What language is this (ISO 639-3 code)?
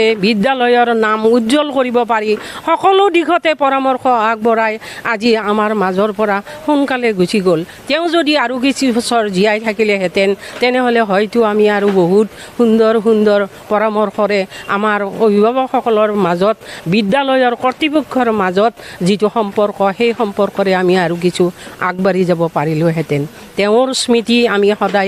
asm